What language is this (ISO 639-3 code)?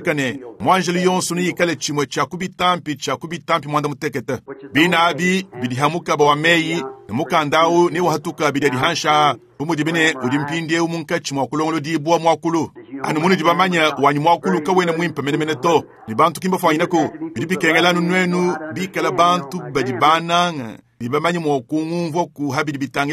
lua